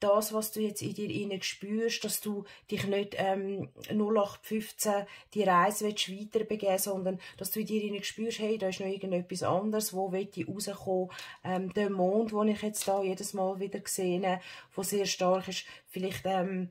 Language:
Swiss German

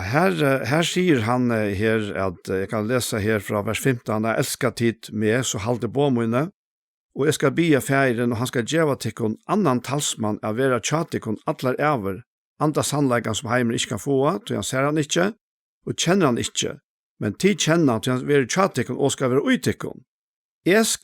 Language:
Faroese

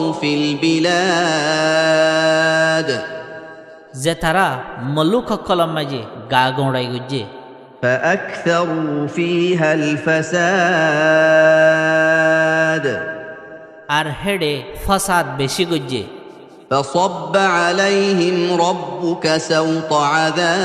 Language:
Rohingya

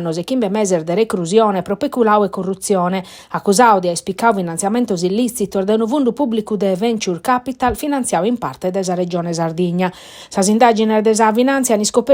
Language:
Sardinian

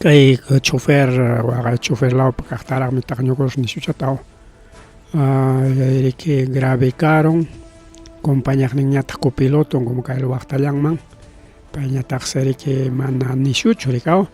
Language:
Ayacucho Quechua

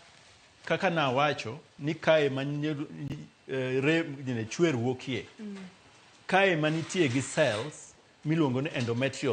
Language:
Luo (Kenya and Tanzania)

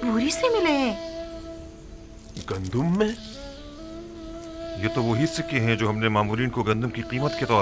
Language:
Urdu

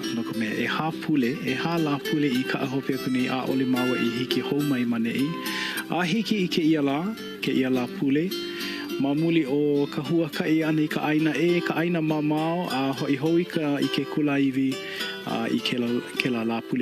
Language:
Hawaiian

